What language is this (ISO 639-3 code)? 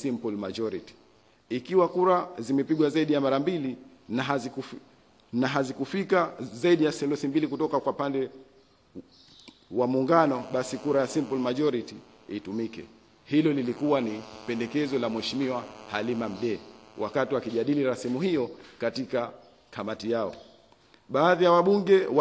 swa